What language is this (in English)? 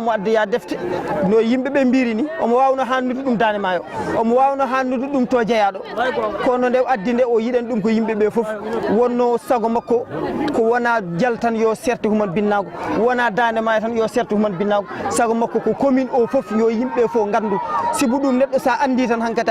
Fula